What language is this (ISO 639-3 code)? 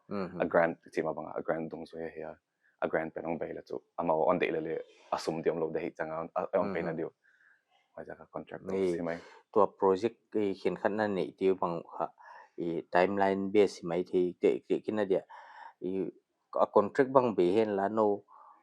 pck